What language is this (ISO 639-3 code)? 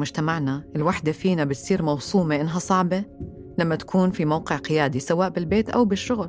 apc